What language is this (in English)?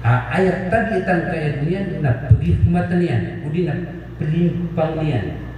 Maranao